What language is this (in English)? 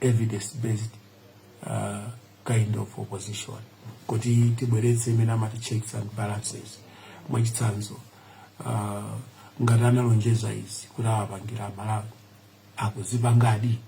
Nyanja